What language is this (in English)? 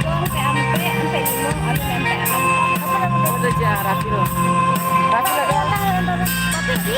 Minangkabau